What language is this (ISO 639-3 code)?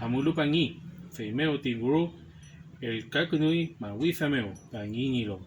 arn